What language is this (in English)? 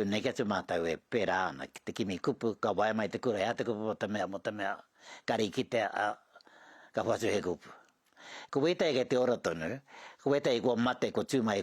Māori